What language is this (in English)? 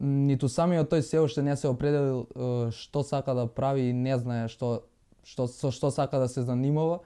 Macedonian